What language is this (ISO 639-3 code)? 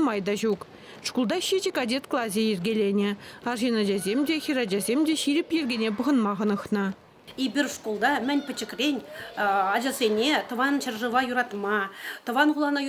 chv